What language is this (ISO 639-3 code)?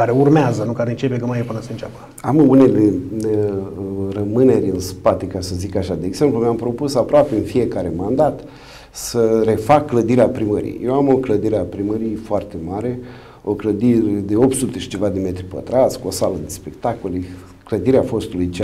ron